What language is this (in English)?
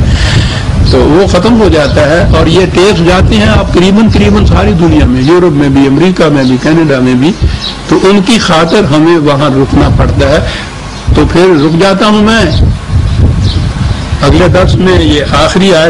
Urdu